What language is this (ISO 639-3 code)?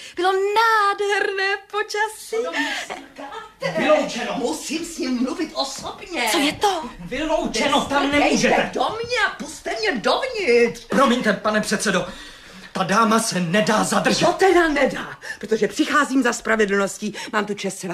ces